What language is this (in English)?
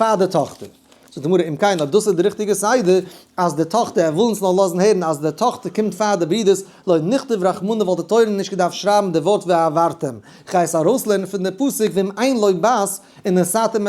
Yiddish